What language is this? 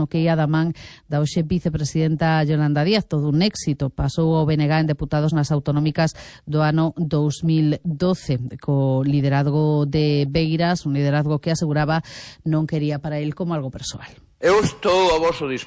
Galician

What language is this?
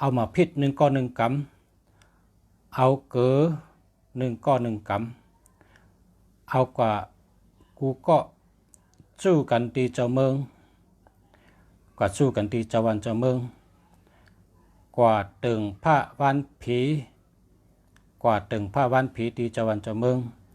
Shan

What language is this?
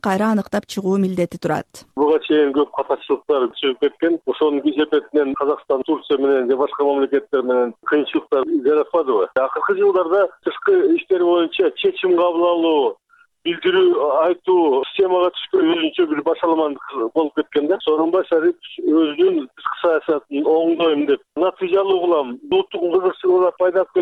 Kyrgyz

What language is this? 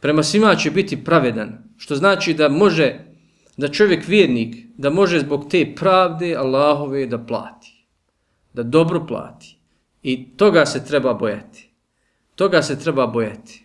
Bosnian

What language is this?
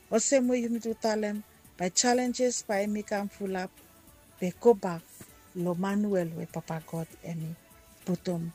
Bislama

